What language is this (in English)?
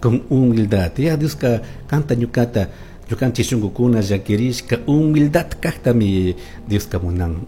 Chimborazo Highland Quichua